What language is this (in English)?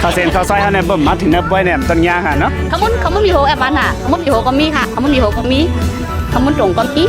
Shan